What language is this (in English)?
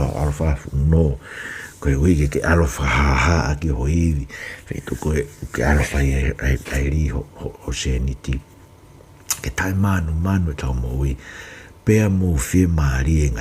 Tongan